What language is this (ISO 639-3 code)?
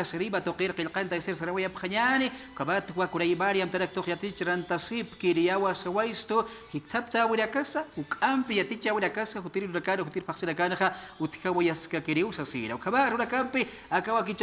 aym